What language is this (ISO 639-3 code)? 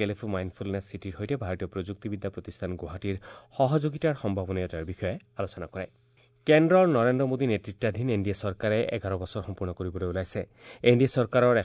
asm